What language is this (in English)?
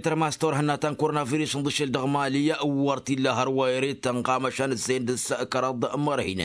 Tamasheq